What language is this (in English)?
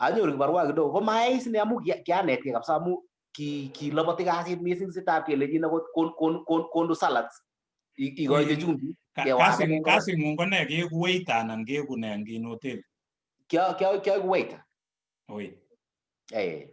Kalenjin